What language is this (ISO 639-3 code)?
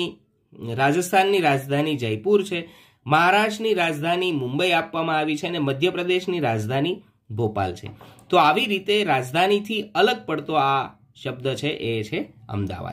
guj